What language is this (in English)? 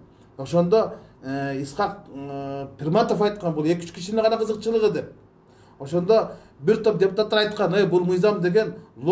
Kyrgyz